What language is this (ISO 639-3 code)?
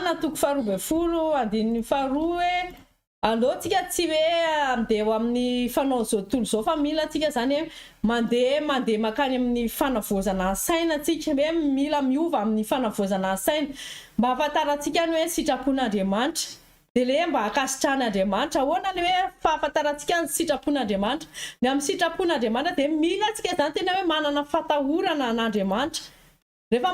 mlg